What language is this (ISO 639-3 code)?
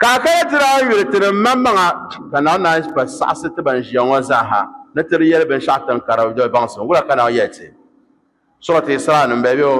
dag